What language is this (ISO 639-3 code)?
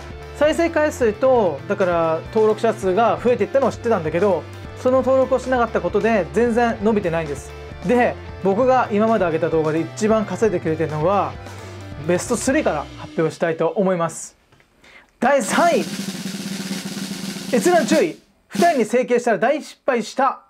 jpn